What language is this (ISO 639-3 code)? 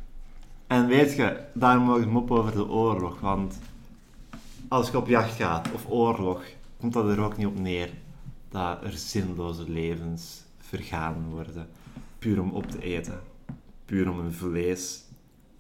nld